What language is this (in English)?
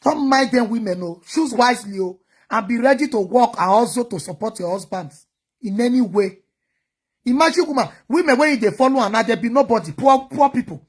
Nigerian Pidgin